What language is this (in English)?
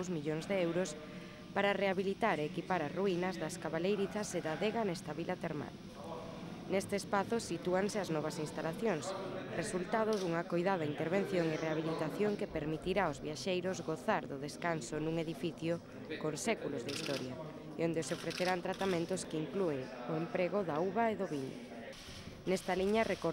Galician